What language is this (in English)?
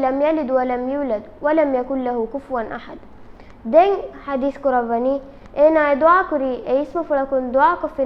Divehi